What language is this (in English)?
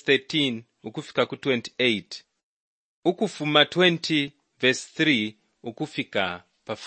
Bemba